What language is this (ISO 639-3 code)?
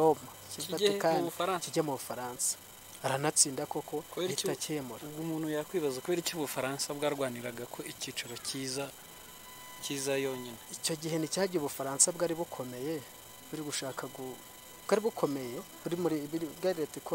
kin